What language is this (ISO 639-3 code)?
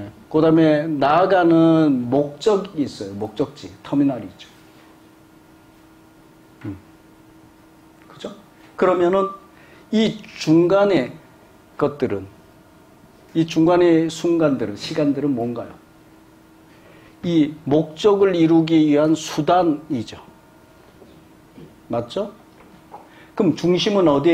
kor